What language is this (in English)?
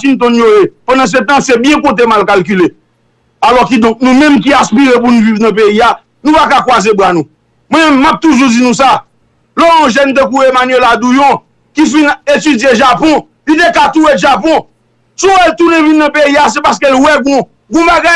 Haitian Creole